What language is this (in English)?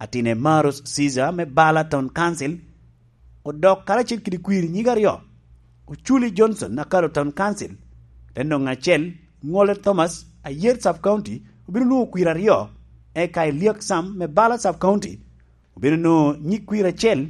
Lango (Uganda)